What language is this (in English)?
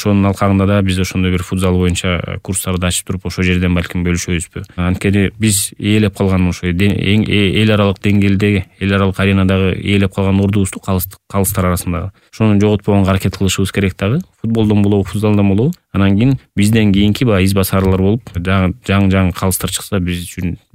Kyrgyz